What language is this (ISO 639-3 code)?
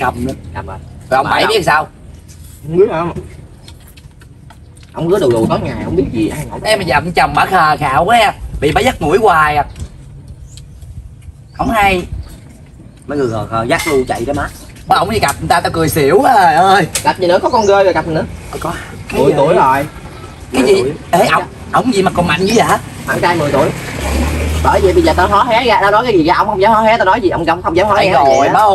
vie